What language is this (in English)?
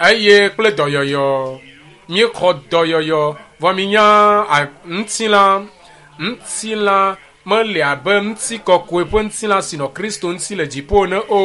Ewe